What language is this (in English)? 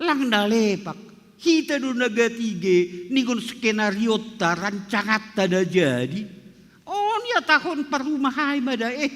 Batak Simalungun